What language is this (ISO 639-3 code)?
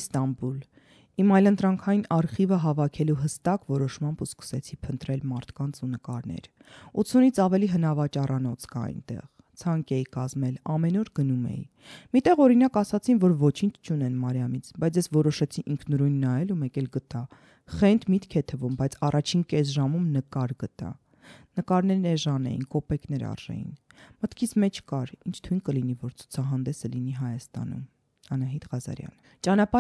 hye